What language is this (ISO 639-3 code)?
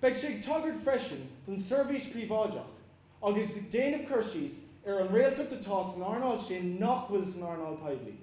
gle